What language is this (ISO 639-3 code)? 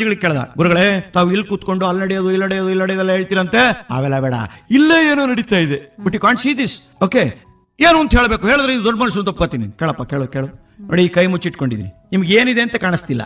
kan